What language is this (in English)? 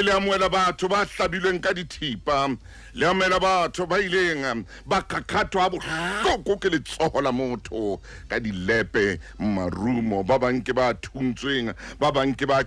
Southern Sotho